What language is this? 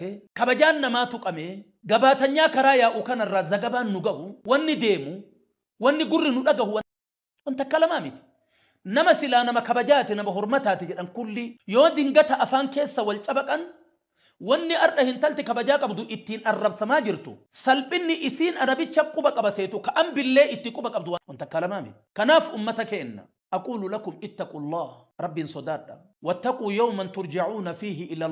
Oromo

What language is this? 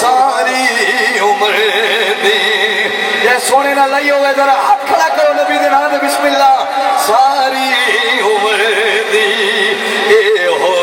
Saraiki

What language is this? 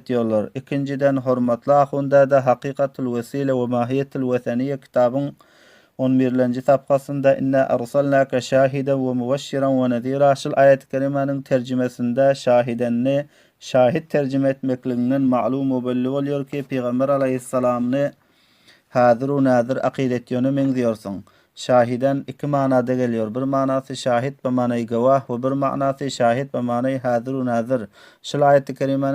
Turkmen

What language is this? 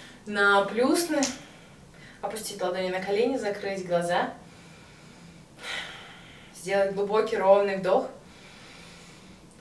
Russian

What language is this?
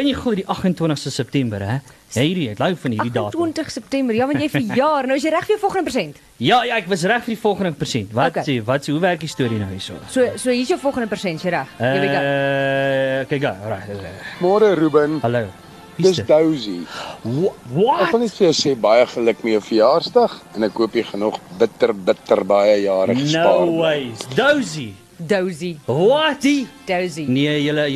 Afrikaans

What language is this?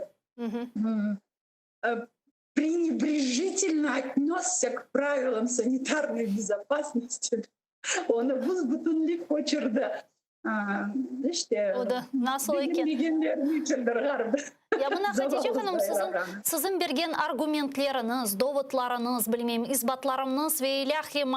Crimean Tatar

